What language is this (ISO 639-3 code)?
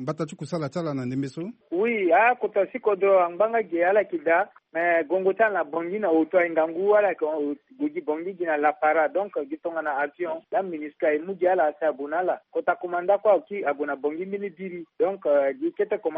sag